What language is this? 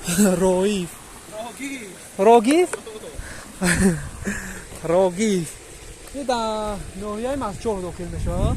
Tajik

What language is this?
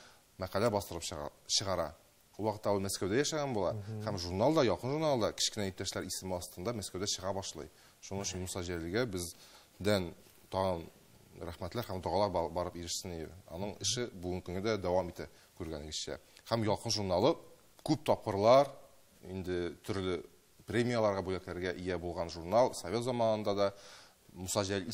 Tatar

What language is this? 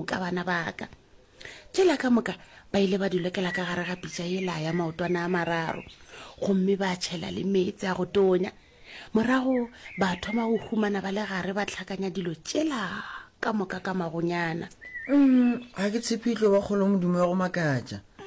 Northern Sotho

